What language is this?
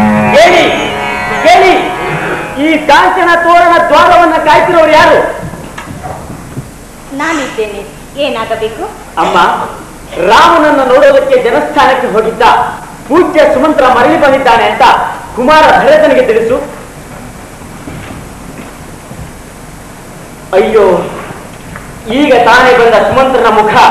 Kannada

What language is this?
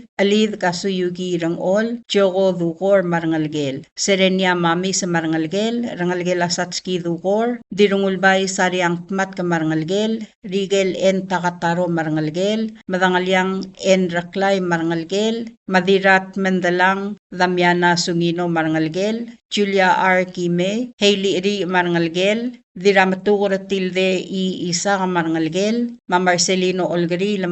Palauan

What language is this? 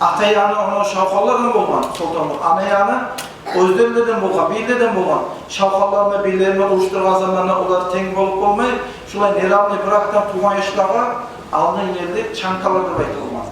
Kumyk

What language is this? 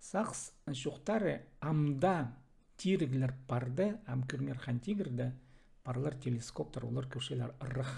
Khakas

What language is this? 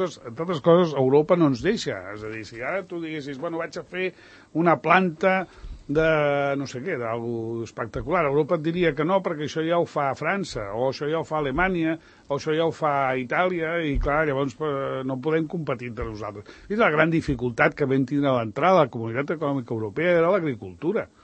Catalan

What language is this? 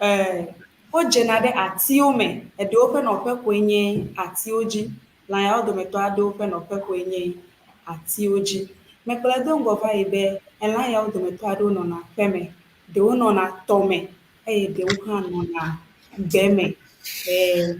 Ewe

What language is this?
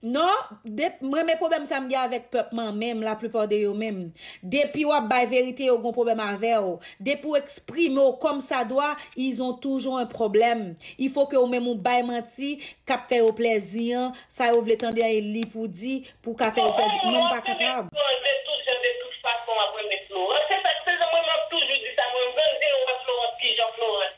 Haitian Creole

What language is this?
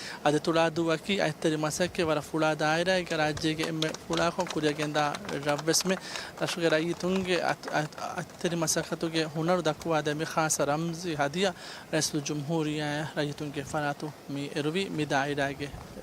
Divehi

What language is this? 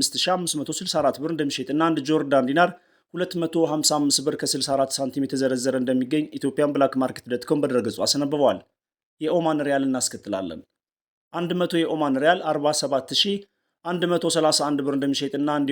Amharic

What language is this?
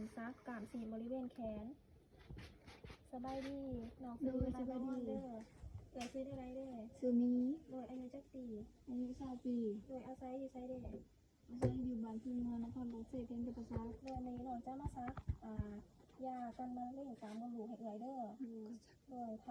Lao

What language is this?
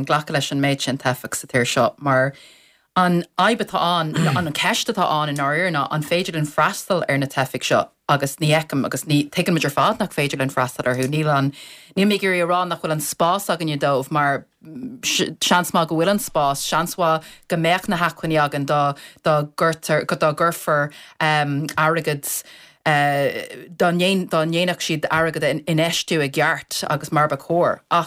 Irish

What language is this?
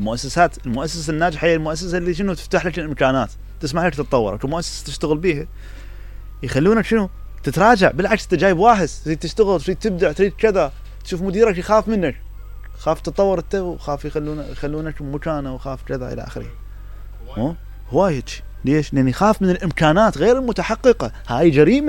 Mesopotamian Arabic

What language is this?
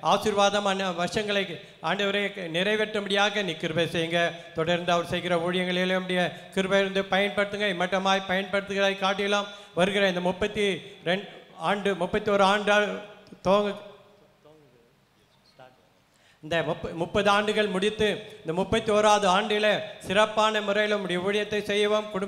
Tamil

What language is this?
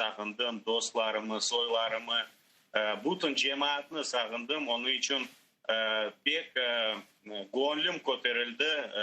Crimean Tatar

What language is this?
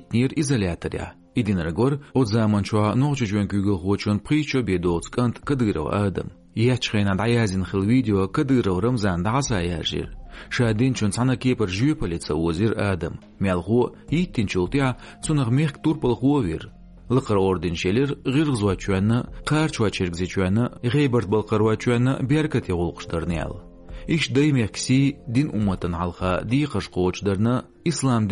Chechen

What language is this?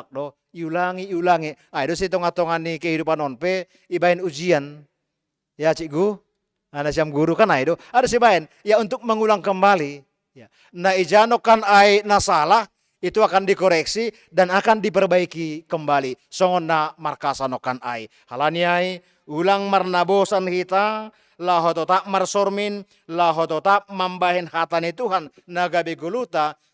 Batak Simalungun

